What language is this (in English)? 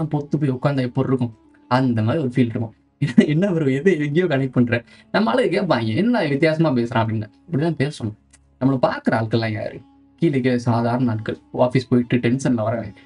Tamil